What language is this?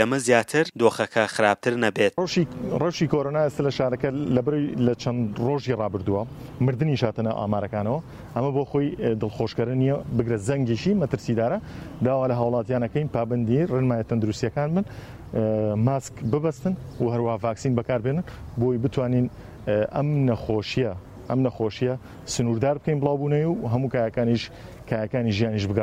Central Kurdish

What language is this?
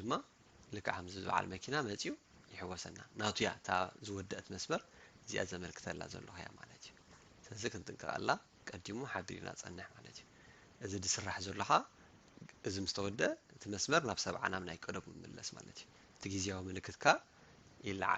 Tigrinya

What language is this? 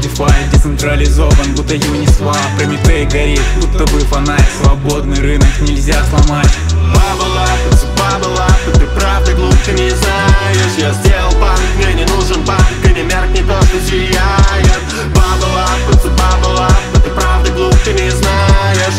Russian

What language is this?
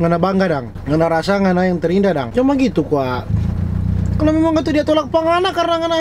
Manado Malay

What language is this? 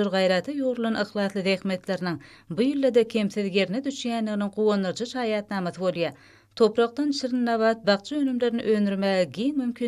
Turkmen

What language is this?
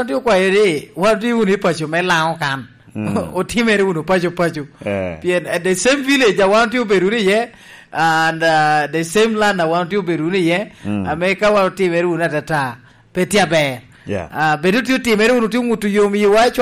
Lango (Uganda)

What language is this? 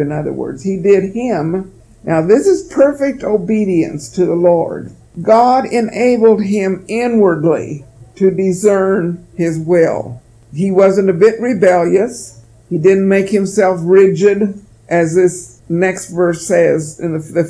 English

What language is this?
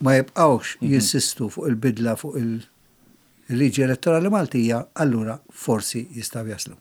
Maltese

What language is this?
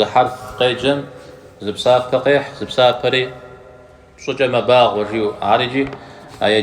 Kabardian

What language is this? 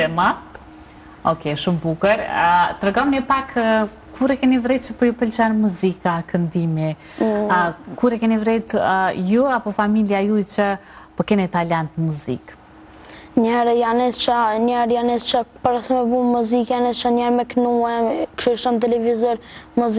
Albanian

